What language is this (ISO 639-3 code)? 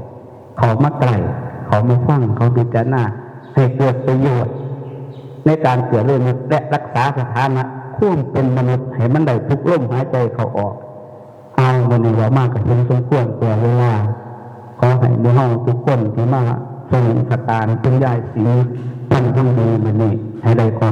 tts